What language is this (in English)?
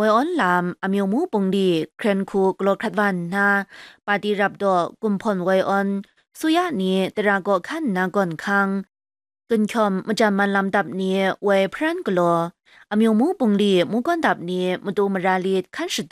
Kachin